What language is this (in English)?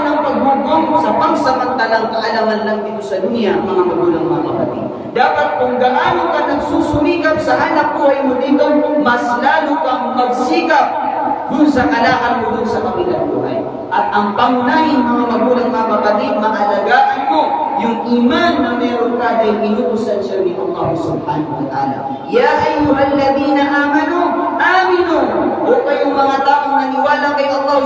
Maranao